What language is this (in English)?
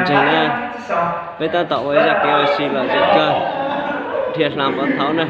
Hmong